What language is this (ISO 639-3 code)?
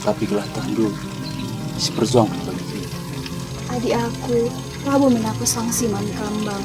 btx